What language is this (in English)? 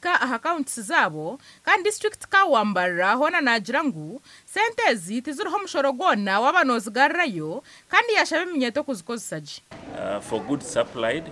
Nyankole